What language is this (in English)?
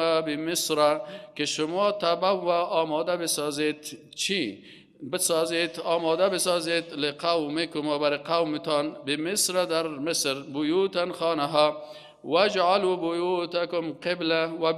Persian